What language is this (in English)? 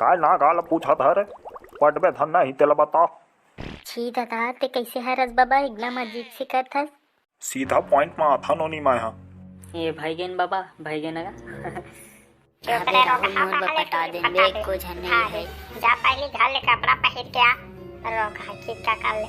Chhattisgarhi